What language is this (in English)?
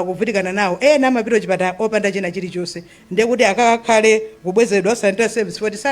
Nyanja